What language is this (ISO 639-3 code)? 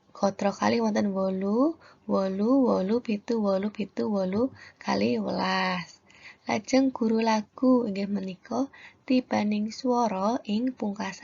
jav